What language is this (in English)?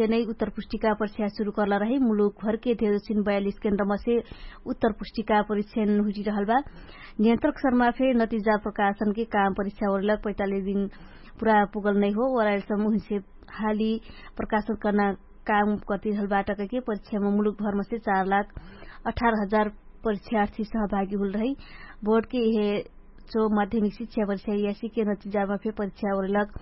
Dangaura Tharu